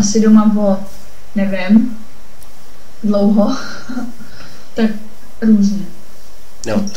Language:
Czech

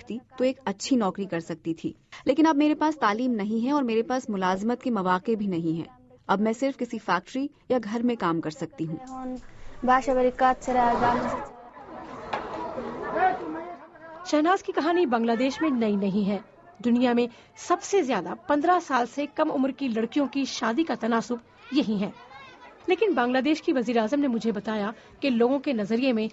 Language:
Urdu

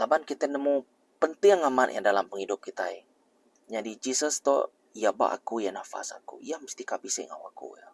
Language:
Iban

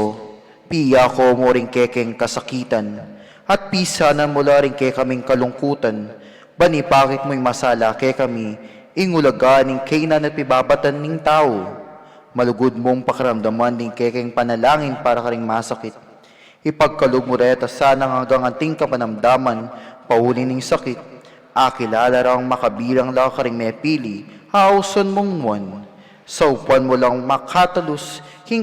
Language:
Pampanga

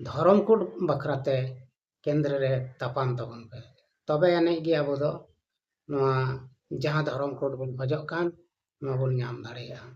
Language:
Santali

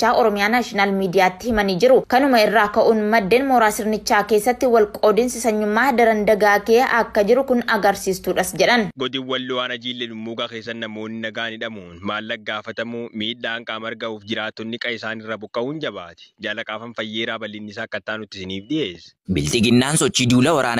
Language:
Oromo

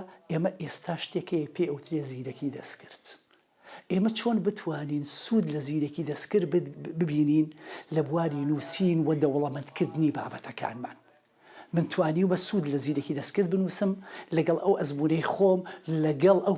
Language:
Central Kurdish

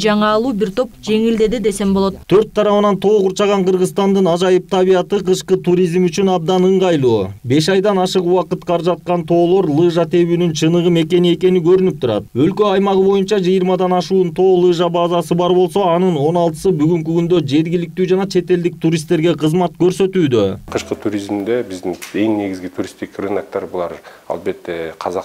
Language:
Kyrgyz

